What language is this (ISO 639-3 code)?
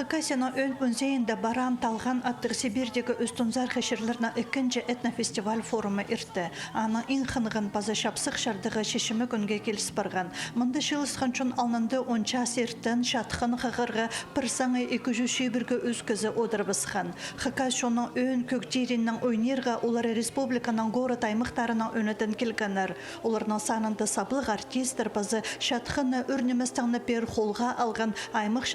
kjh